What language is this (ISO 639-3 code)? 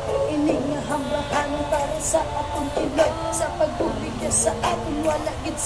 hil